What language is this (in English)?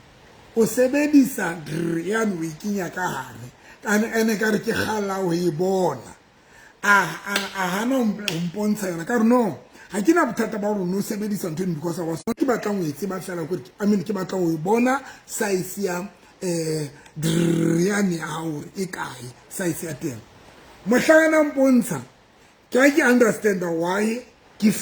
Southern Sotho